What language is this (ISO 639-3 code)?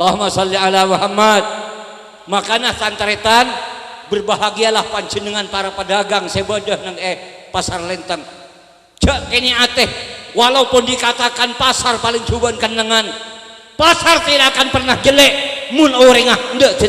mad